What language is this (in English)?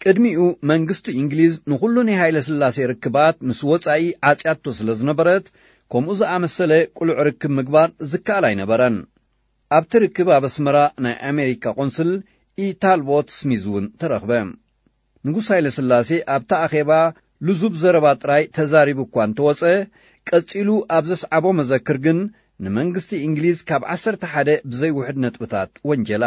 Tigrinya